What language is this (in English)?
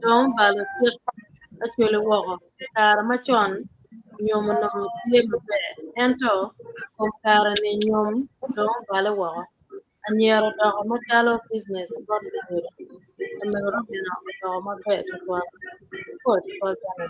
Acoli